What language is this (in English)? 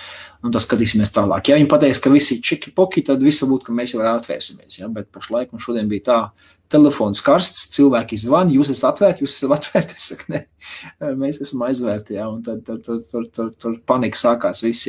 Latvian